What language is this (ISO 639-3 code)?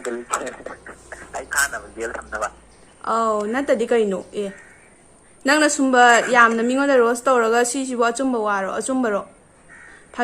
mni